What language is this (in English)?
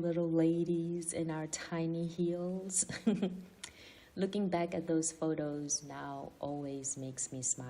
Venda